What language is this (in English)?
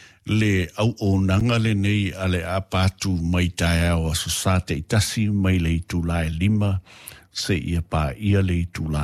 Samoan